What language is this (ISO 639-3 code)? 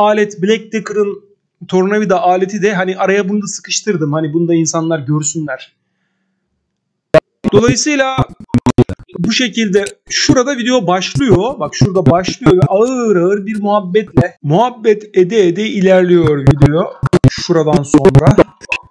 tur